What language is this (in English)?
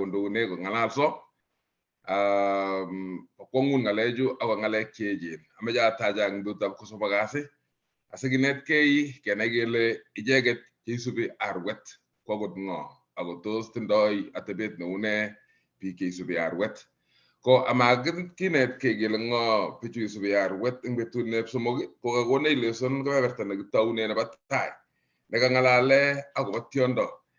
Kalenjin